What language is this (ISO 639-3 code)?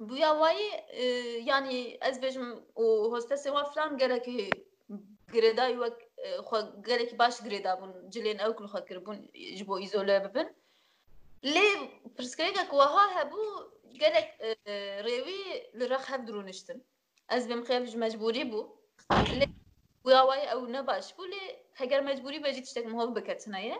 kur